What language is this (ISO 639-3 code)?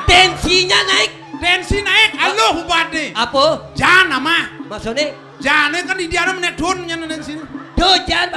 ban